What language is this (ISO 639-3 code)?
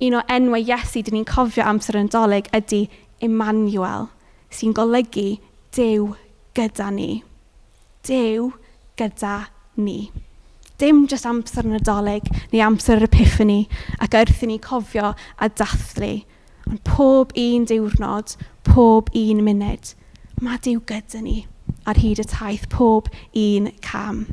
cym